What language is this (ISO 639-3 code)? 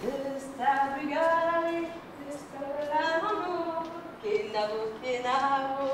bre